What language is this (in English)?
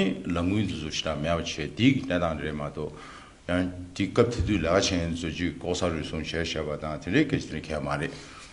Tibetan